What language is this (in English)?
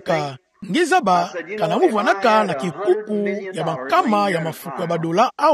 Kituba (Democratic Republic of Congo)